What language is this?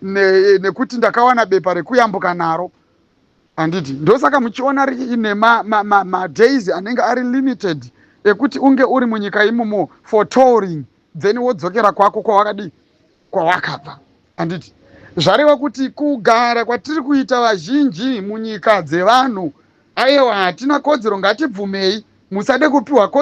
Shona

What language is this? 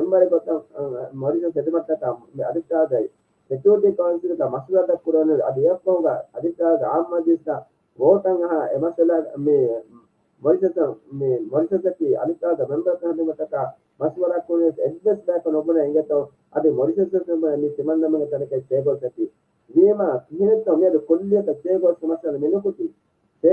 Divehi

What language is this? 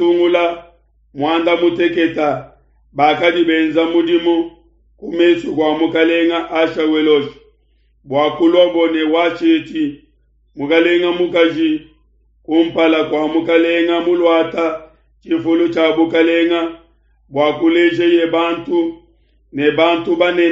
Luba-Lulua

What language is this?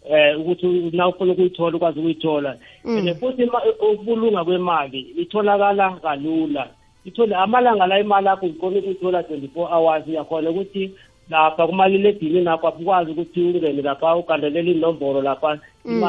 South Ndebele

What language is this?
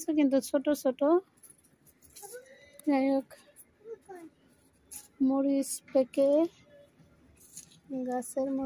Bangla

